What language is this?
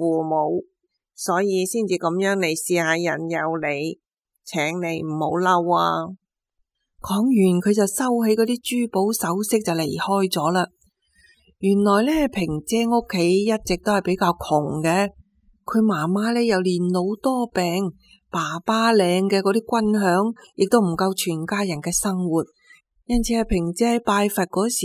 Cantonese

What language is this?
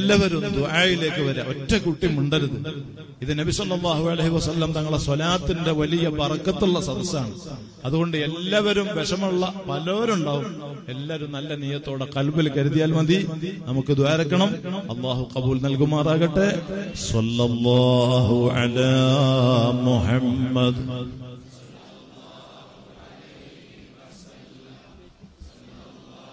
Malayalam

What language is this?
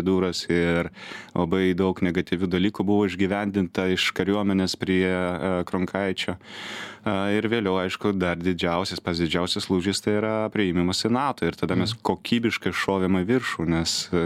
Lithuanian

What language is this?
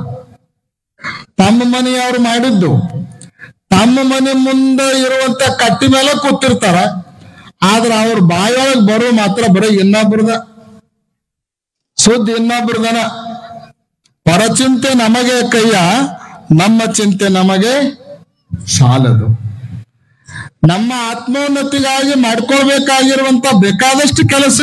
Kannada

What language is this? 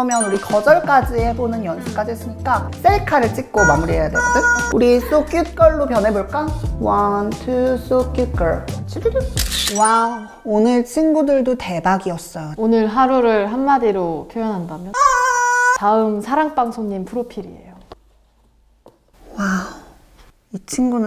Korean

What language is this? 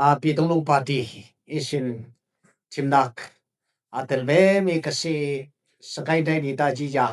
Falam Chin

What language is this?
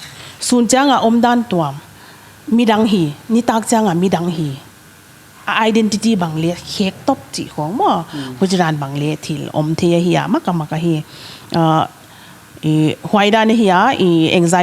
Paite Chin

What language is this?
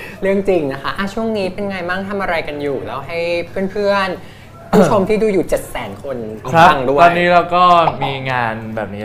Thai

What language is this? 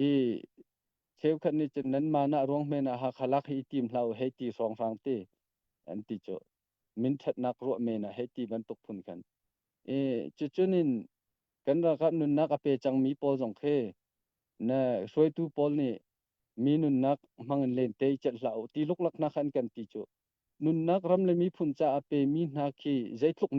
Hakha Chin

